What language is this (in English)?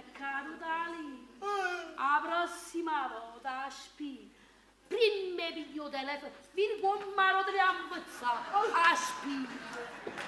Neapolitan